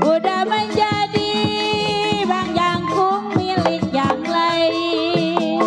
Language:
Betawi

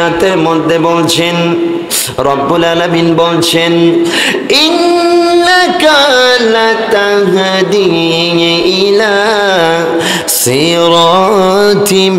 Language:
Bangla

